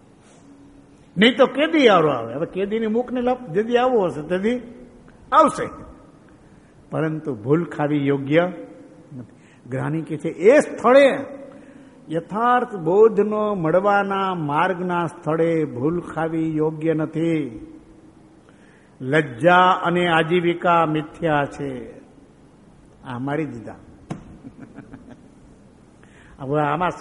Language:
Gujarati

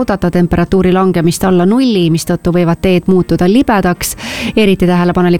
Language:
Estonian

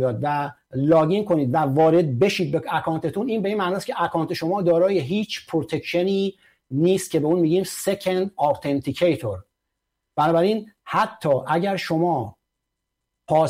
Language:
Persian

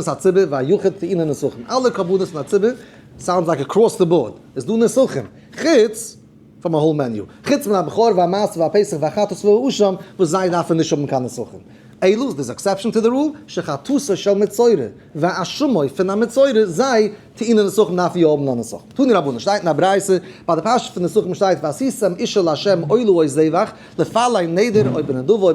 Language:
Yiddish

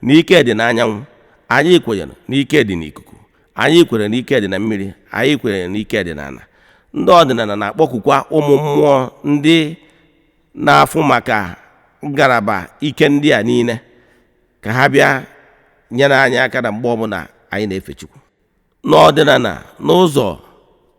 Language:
Igbo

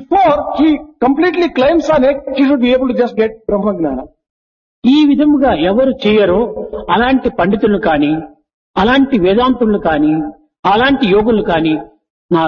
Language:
Telugu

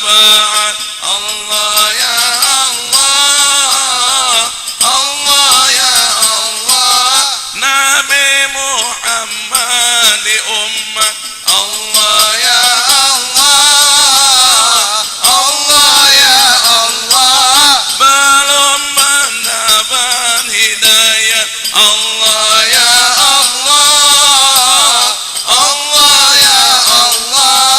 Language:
Betawi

